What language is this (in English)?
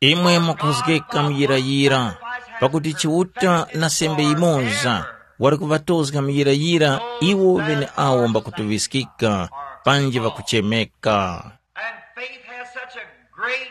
Tumbuka